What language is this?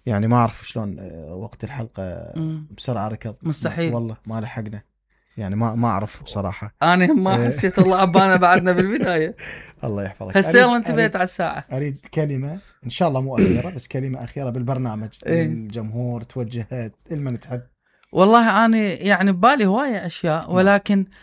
Mesopotamian Arabic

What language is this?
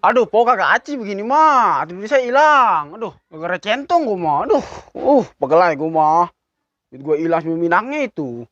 Betawi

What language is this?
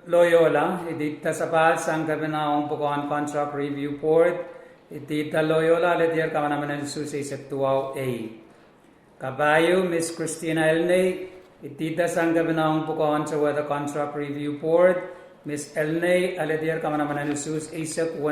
Pohnpeian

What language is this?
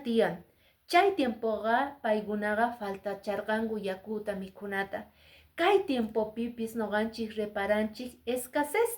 Quechua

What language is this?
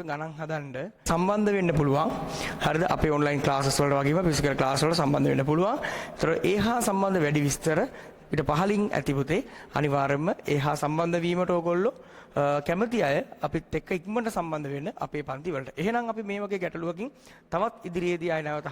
Sinhala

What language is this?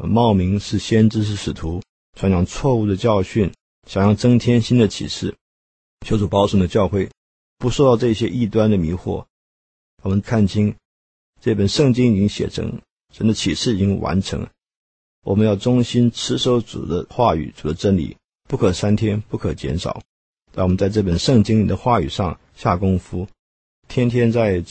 Chinese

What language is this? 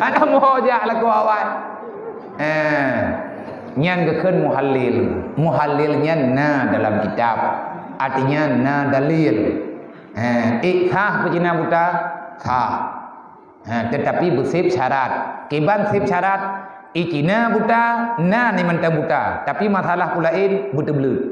Achinese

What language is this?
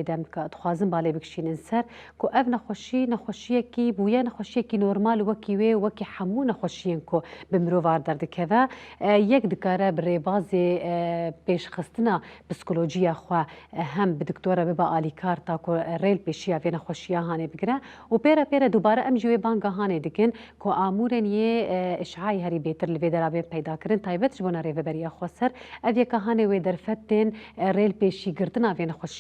Kurdish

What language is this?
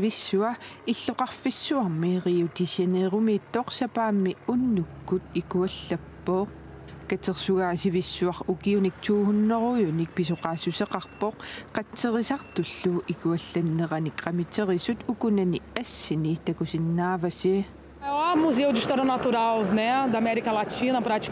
Kalaallisut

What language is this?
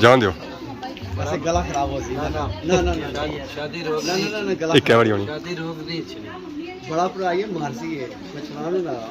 Pahari-Potwari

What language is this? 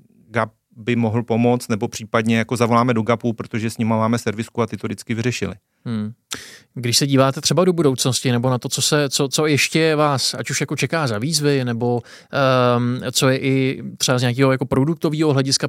Czech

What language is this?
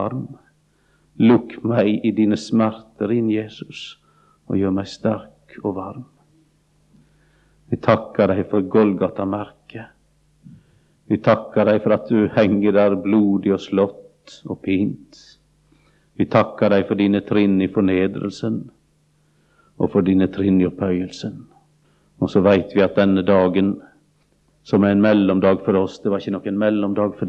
Norwegian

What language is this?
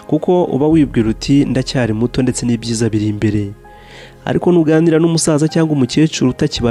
Kinyarwanda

